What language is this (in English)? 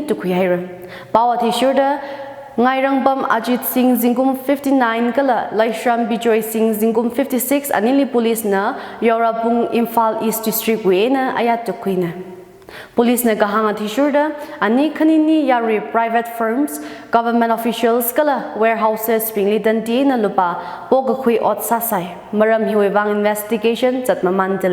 Tangkhul Naga (India)